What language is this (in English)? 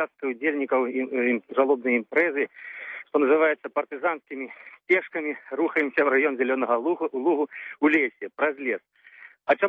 Belarusian